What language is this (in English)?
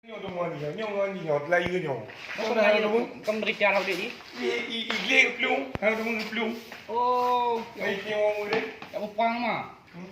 Achinese